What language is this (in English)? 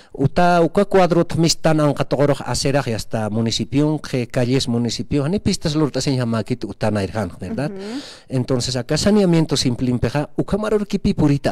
Aymara